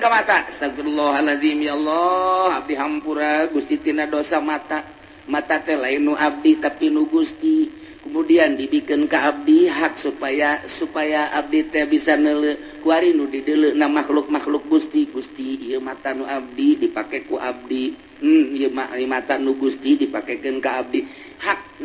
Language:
Sundanese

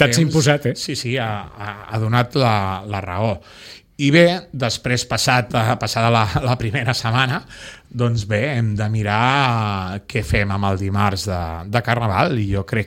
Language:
Catalan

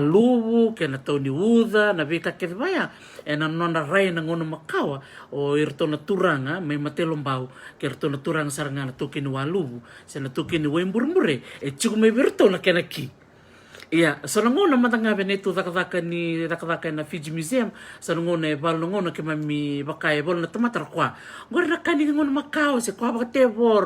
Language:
Fijian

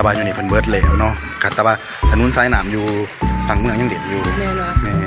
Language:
Northeastern Thai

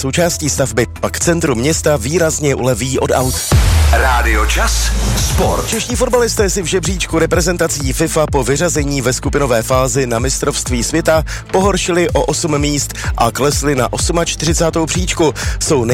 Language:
Czech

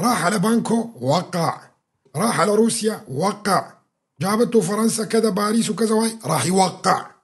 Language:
North Levantine Arabic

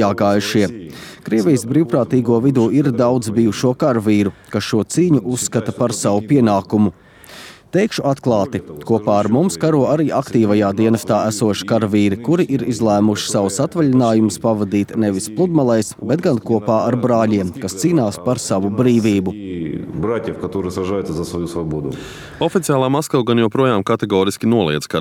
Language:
Latvian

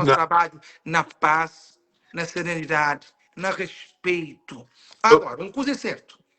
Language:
Kabuverdianu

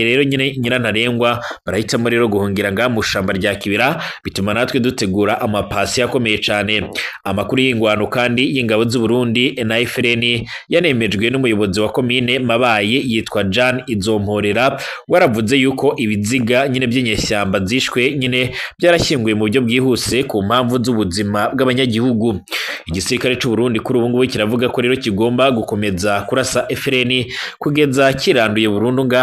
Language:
Rundi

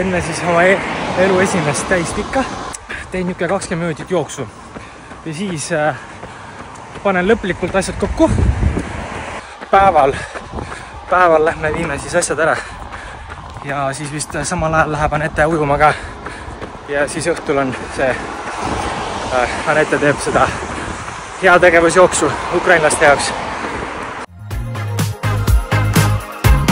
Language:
Estonian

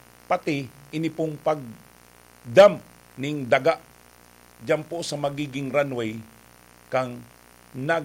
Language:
Bikol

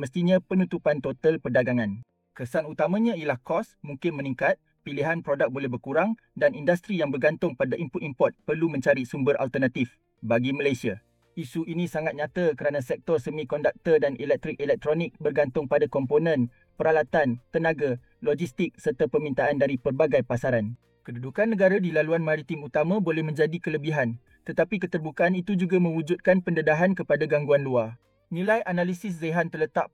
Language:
Malay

